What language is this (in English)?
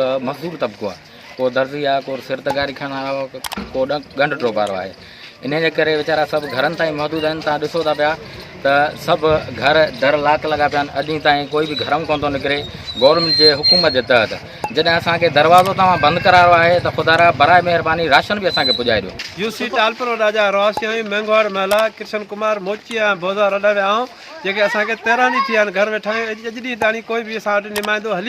Sindhi